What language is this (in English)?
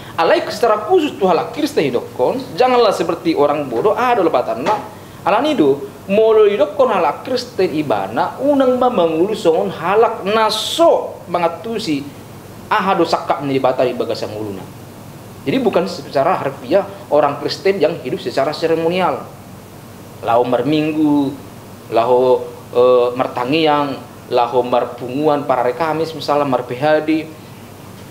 Batak Toba